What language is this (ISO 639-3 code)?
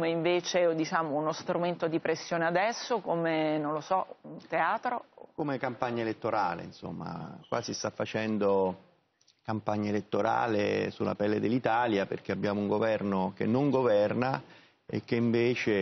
ita